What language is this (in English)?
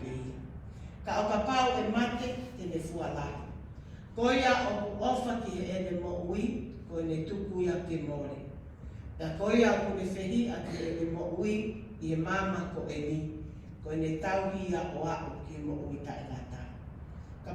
Tongan